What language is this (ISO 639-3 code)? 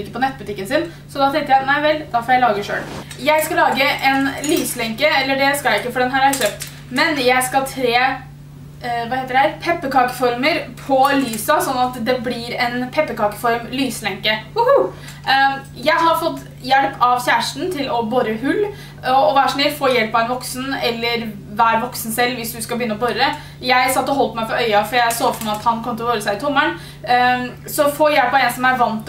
nor